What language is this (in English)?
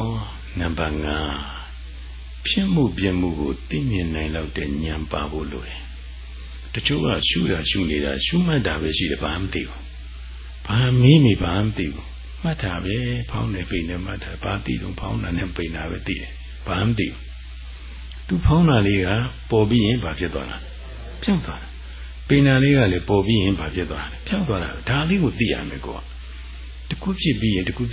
Burmese